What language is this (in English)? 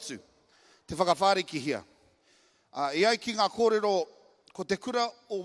Māori